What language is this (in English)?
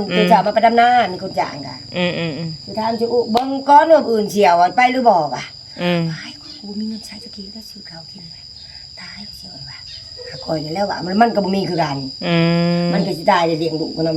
Northeastern Thai